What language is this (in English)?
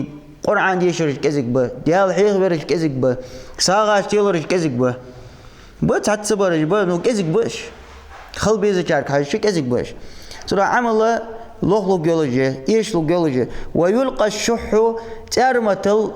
Ingush